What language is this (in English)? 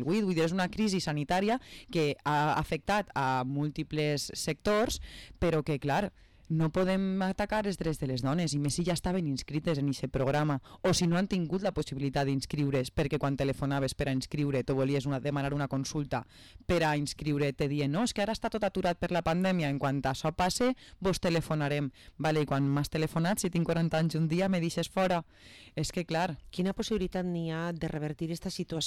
Catalan